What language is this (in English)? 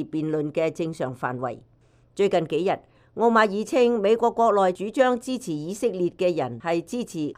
Cantonese